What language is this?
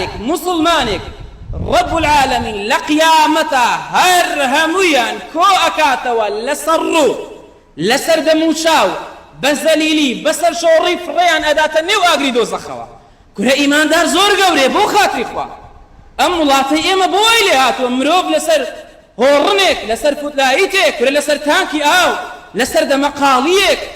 Central Kurdish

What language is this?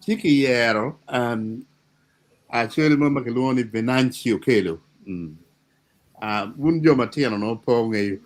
Acoli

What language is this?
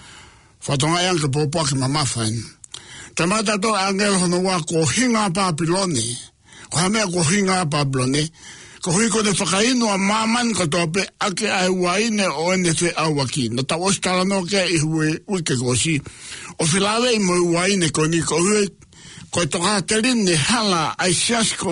Tongan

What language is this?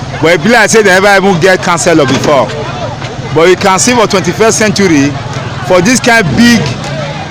Nigerian Pidgin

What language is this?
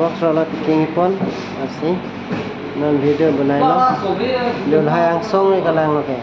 Karbi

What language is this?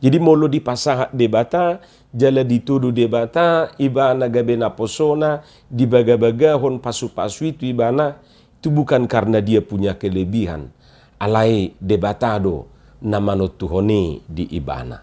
Batak Toba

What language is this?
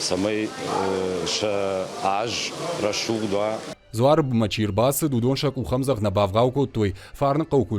Ossetic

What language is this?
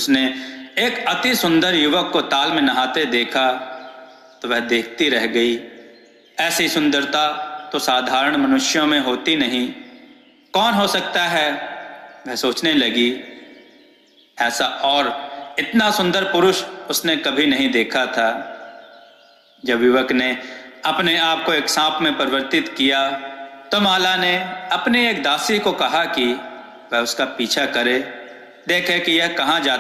Hindi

